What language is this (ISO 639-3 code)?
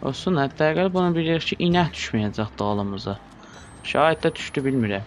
azb